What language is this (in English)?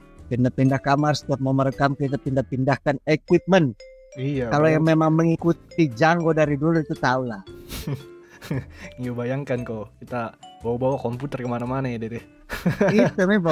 Indonesian